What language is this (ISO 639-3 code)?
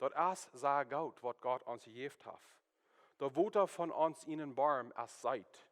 pdt